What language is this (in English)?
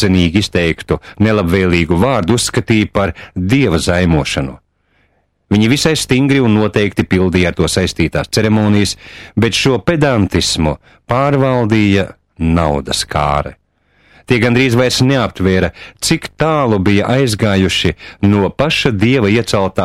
Latvian